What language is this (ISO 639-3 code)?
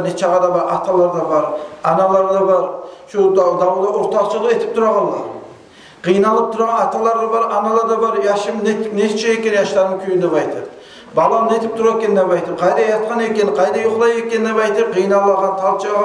kum